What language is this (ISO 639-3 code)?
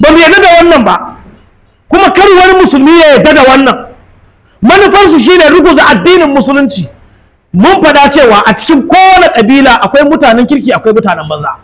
hau